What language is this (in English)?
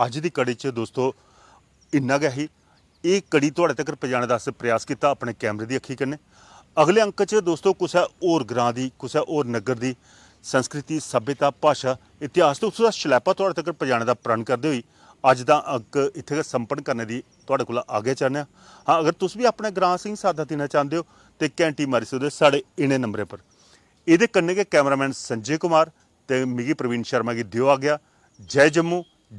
Dogri